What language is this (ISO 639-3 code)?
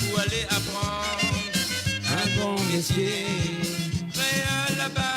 mfe